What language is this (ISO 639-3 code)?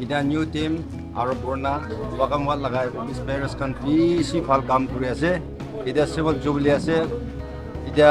nag